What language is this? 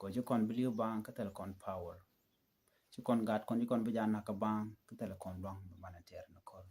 Nuer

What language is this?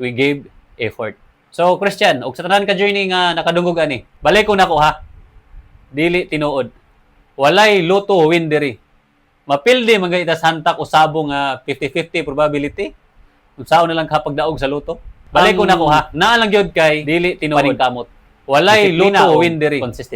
Cebuano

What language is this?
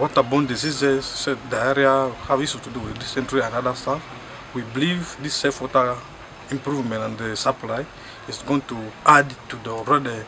Acoli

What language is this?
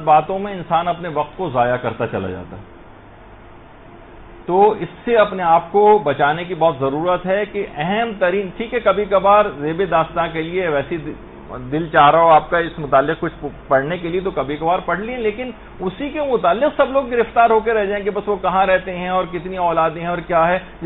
Urdu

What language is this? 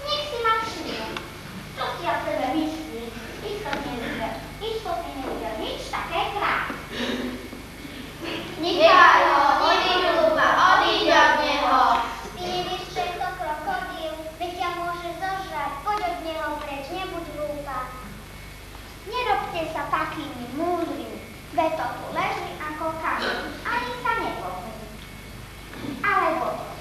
Slovak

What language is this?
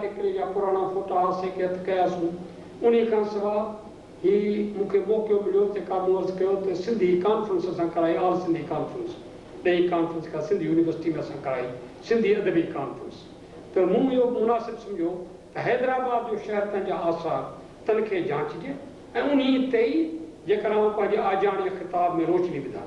Sindhi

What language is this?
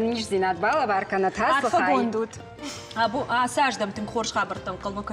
Ossetic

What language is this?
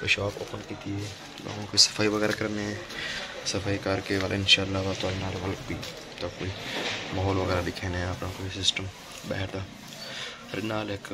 Saraiki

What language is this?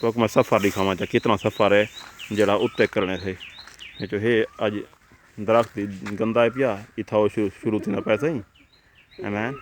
Saraiki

